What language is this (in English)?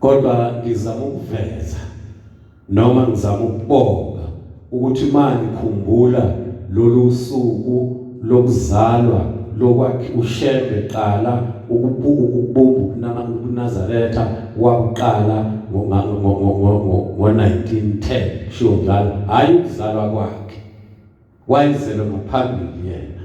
Zulu